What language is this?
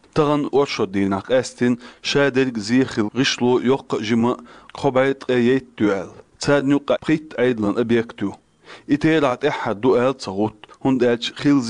Chechen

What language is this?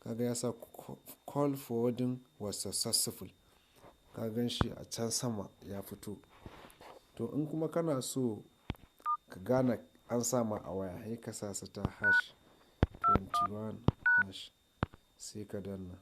Hausa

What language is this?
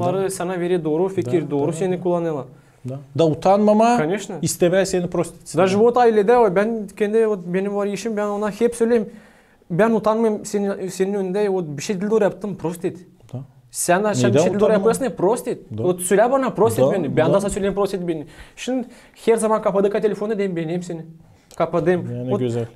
Gagauz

